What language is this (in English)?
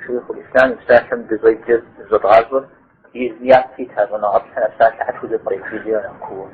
Kabardian